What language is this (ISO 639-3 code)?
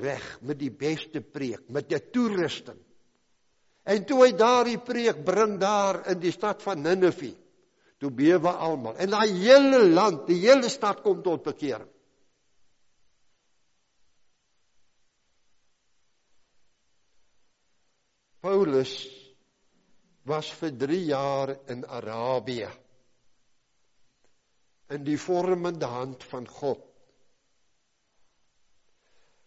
afr